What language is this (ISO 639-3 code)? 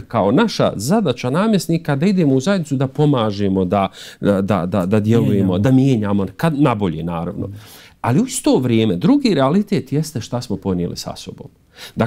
bos